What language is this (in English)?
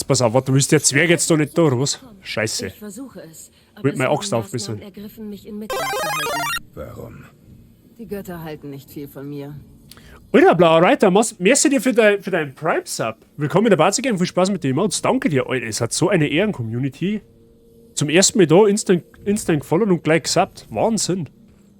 Bavarian